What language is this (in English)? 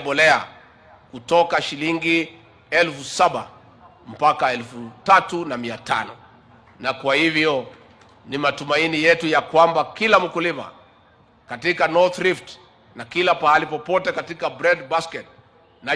Swahili